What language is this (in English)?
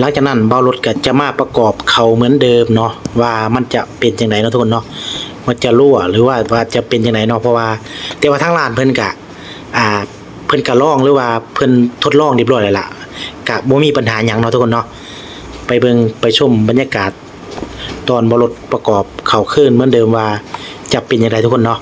Lao